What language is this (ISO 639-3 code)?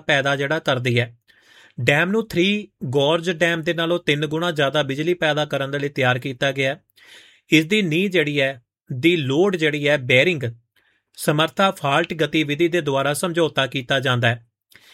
pan